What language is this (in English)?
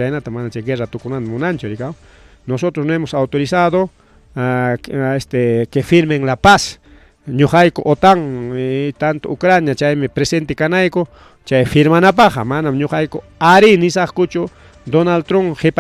Ayacucho Quechua